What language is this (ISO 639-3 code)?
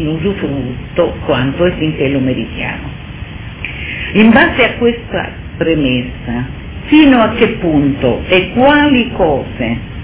ita